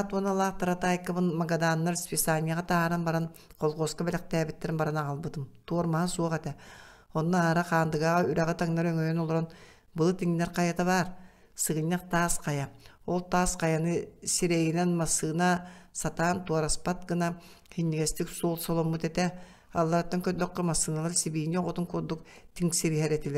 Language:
Yakut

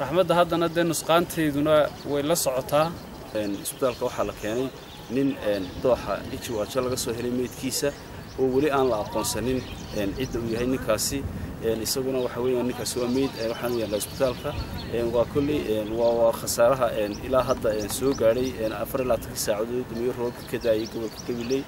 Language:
Somali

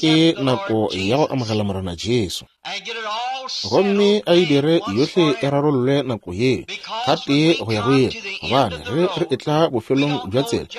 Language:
Northern Sotho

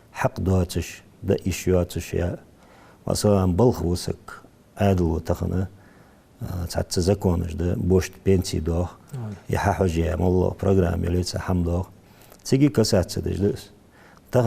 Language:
Ingush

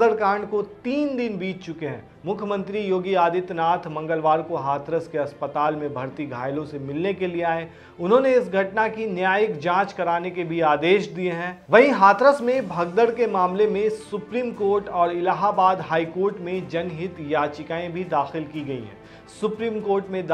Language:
Hindi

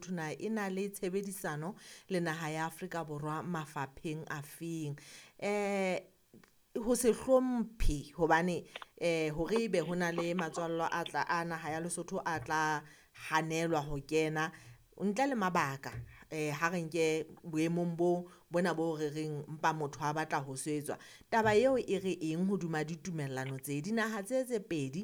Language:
Southern Sotho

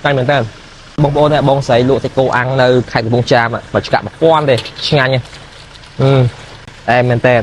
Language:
Khmer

